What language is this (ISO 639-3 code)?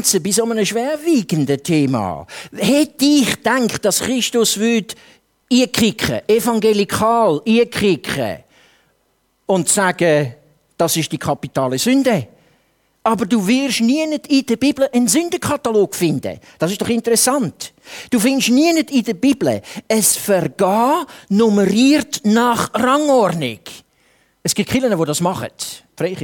deu